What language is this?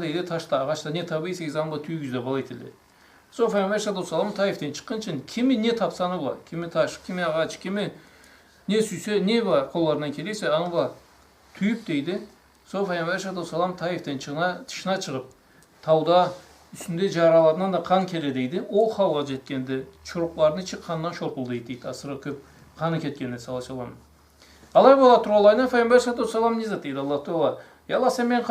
Karachay-Balkar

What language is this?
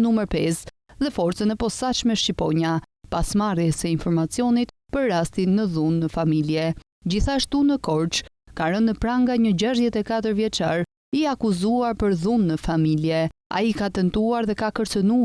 Albanian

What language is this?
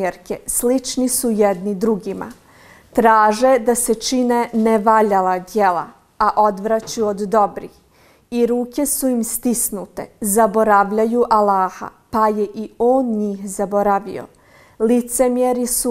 Bosnian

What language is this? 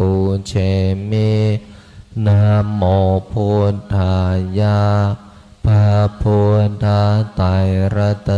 Pali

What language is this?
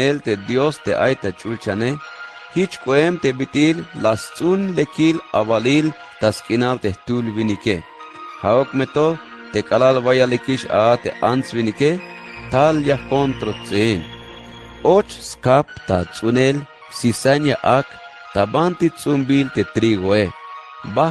Tzeltal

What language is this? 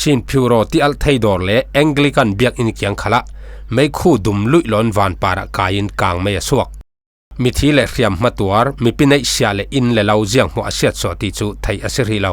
Falam Chin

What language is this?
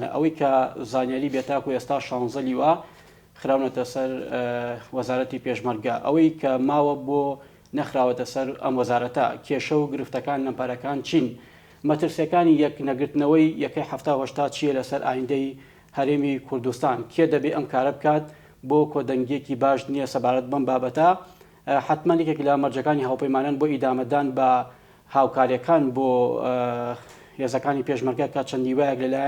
Central Kurdish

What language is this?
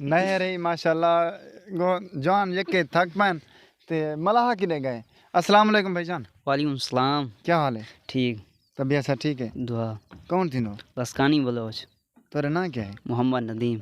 Saraiki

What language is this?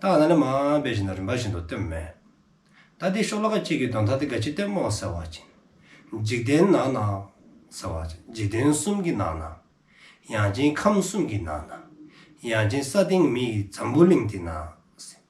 Dzongkha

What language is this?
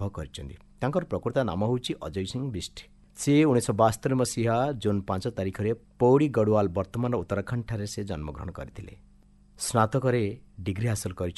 Odia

